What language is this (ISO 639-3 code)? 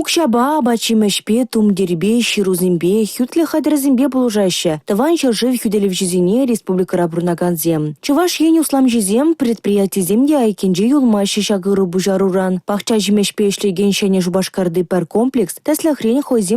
chv